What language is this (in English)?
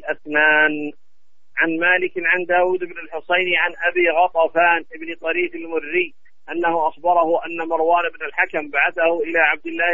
Arabic